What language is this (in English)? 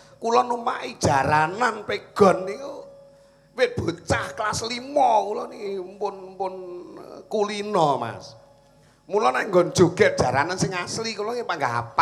Javanese